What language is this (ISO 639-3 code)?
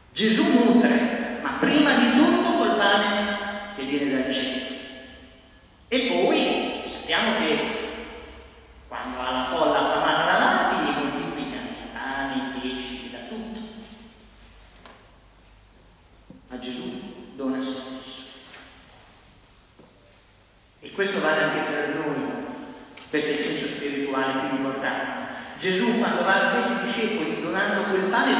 ita